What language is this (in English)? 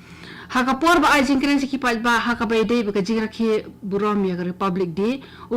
Khasi